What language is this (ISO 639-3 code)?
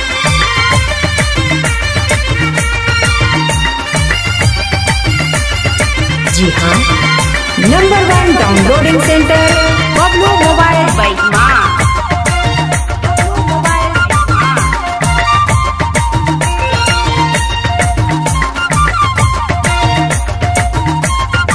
sck